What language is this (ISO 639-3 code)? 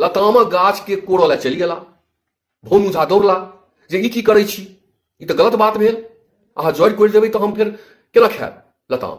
mai